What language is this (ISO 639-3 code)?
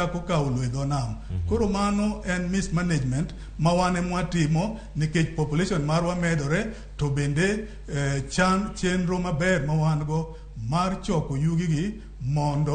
luo